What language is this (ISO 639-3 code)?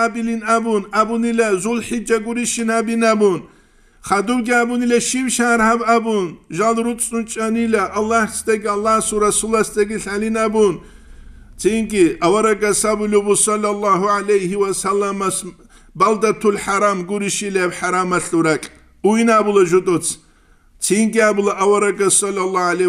ava